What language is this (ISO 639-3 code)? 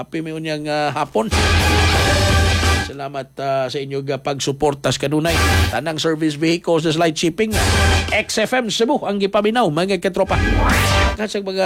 ceb